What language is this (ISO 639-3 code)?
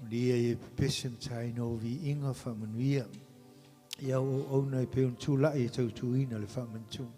smo